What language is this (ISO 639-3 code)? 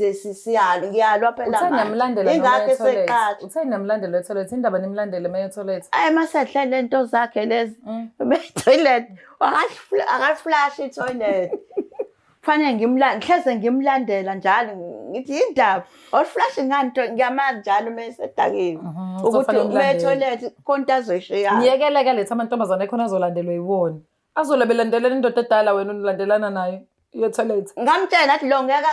zul